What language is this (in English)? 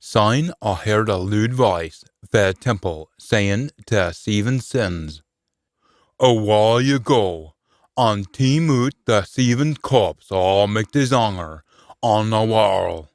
Scots